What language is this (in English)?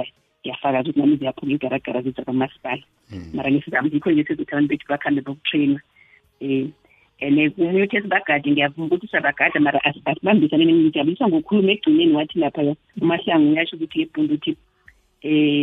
South Ndebele